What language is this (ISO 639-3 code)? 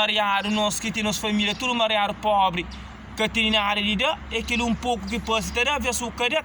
kea